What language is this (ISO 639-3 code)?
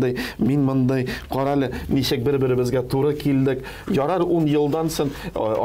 tat